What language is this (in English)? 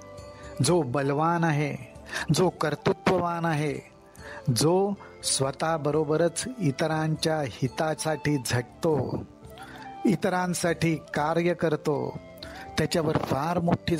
Marathi